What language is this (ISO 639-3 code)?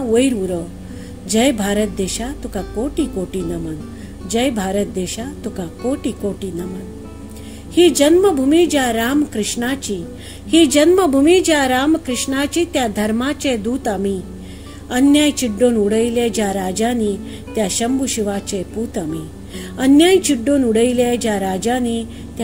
kok